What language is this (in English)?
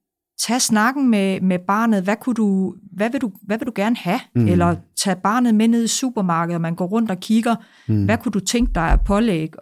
Danish